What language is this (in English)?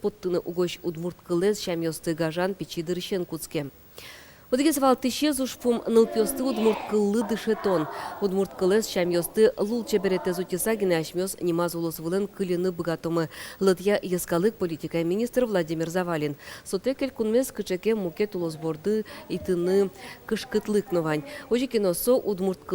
Udmurt